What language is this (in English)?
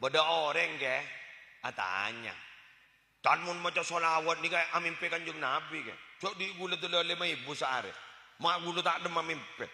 Madurese